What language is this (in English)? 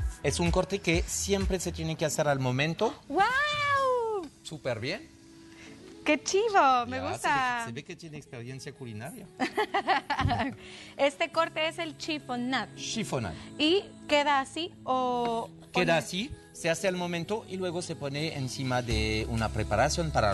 Spanish